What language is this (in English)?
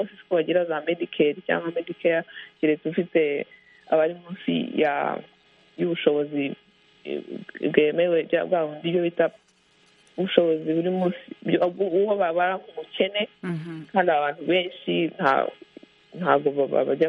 Kinyarwanda